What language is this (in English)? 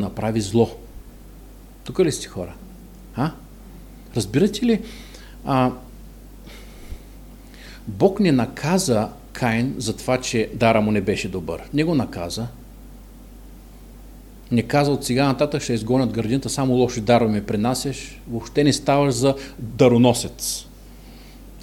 Bulgarian